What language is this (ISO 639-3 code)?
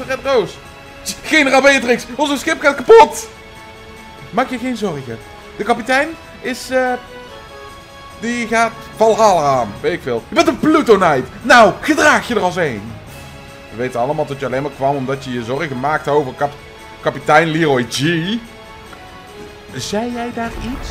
nld